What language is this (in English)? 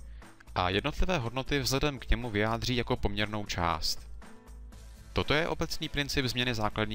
Czech